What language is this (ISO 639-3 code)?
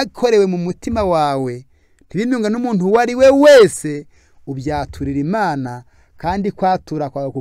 kin